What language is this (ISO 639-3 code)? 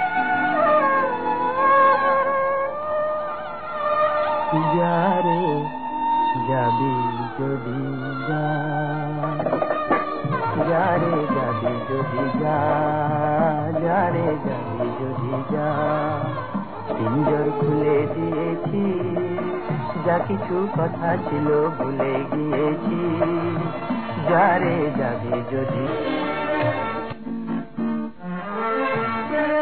ben